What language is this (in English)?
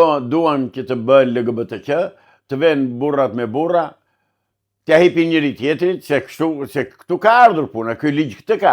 Albanian